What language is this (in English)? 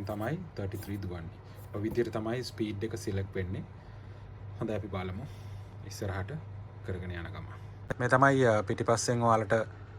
Sinhala